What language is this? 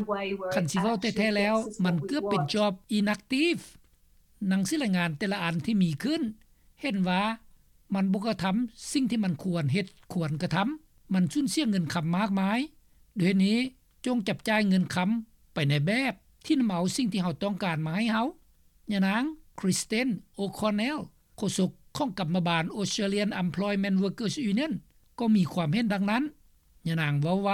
Lao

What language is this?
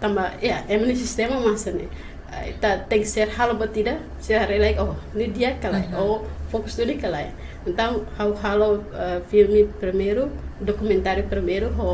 Tetum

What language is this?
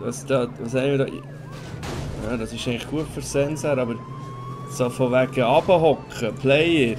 Swiss German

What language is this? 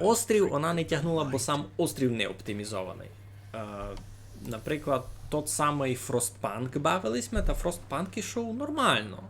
Rusyn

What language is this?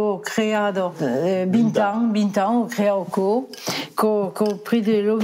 Occitan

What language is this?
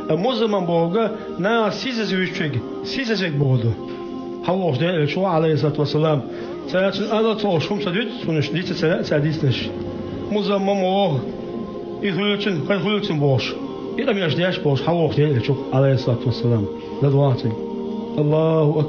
Chechen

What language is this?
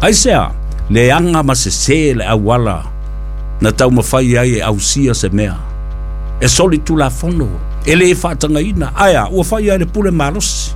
Samoan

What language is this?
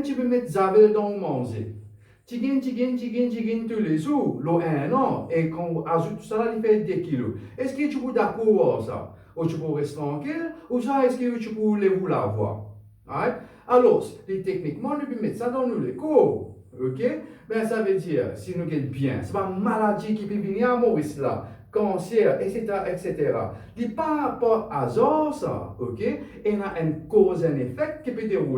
Morisyen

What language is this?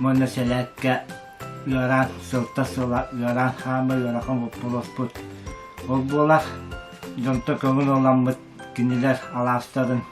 Yakut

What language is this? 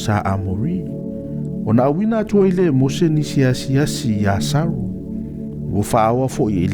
Samoan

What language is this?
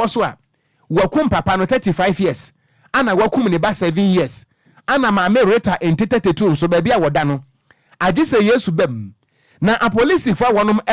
Akan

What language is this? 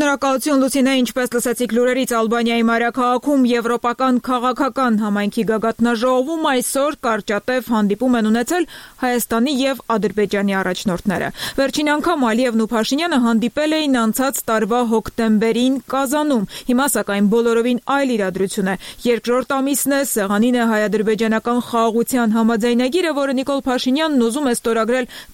Armenian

